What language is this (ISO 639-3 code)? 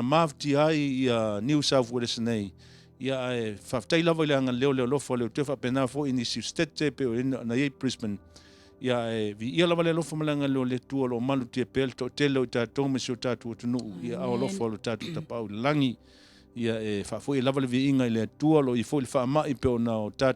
smo